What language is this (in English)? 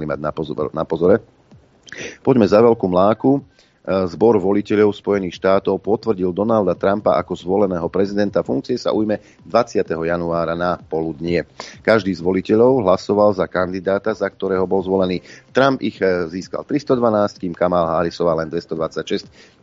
Slovak